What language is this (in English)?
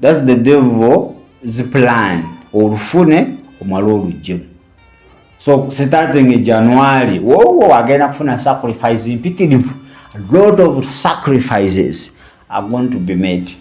Ganda